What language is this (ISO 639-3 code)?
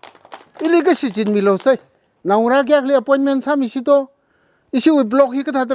nmf